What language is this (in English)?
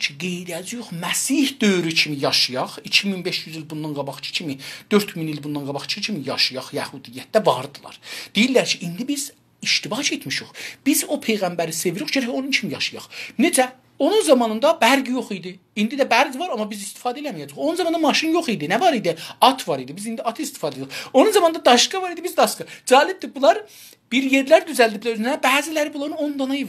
South Azerbaijani